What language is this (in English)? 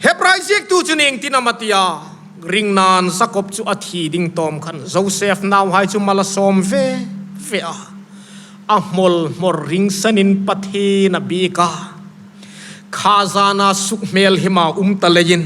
Hmar